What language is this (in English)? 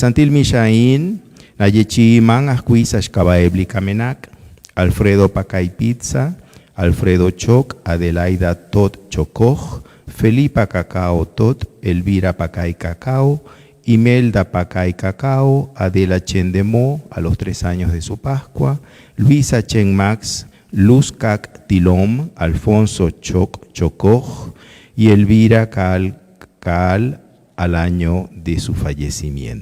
Kekchí